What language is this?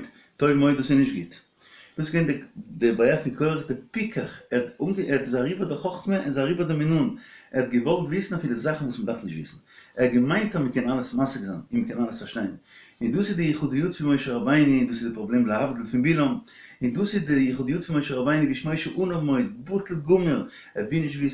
Yiddish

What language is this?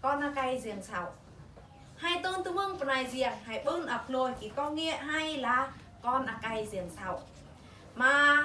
Eastern Bru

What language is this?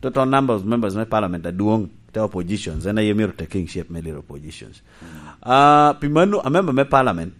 Lango (Uganda)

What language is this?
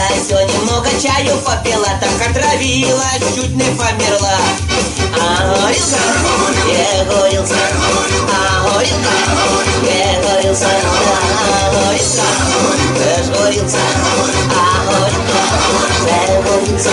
Yakut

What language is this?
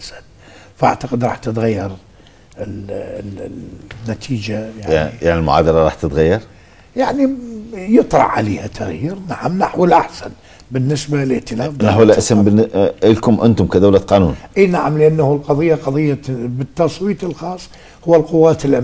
Mesopotamian Arabic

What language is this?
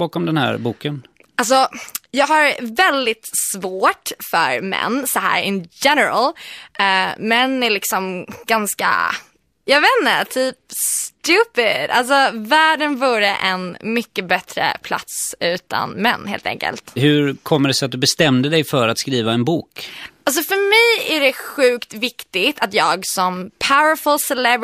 Swedish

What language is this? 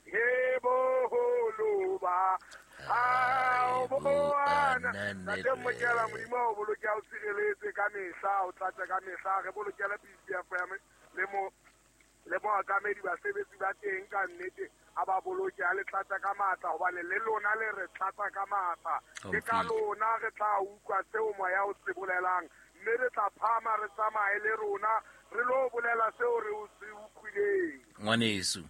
Southern Sotho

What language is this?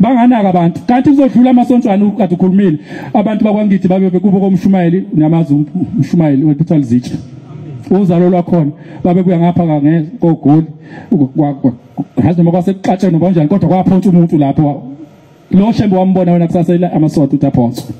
Zulu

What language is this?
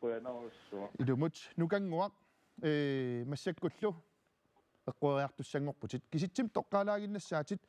Kalaallisut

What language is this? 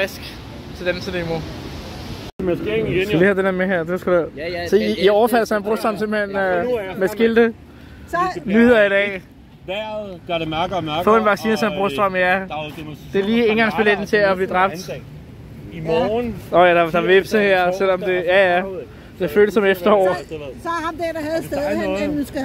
Danish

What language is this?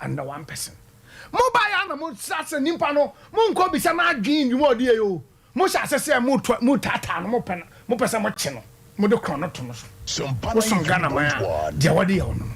Akan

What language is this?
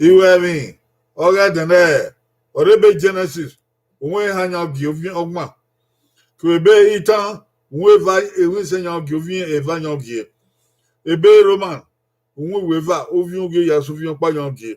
Bini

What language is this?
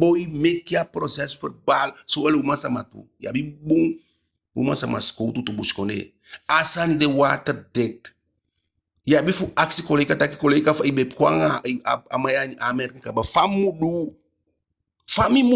Eastern Maroon Creole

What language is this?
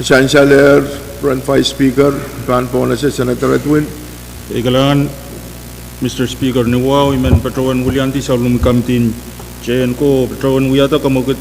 Pohnpeian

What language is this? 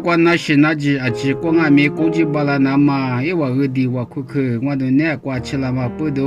Lisu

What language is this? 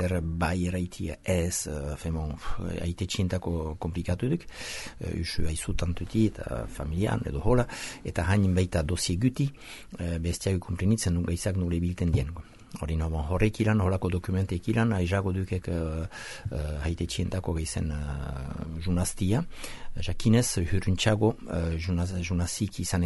Basque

